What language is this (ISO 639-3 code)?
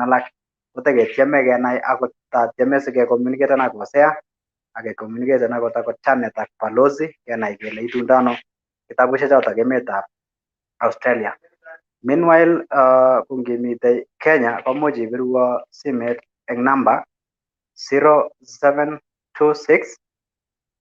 kln